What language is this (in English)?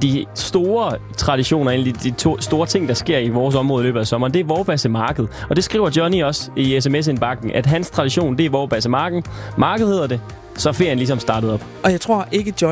Danish